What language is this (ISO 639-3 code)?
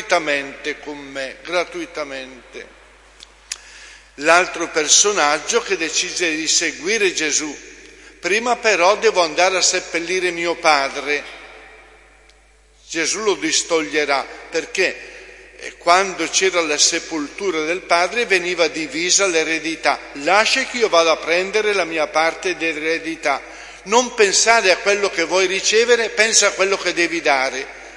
ita